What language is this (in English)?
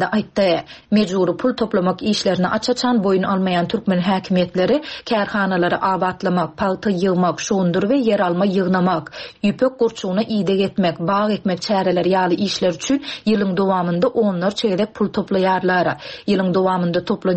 Turkmen